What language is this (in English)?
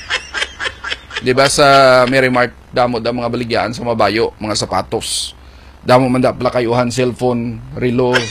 Hiligaynon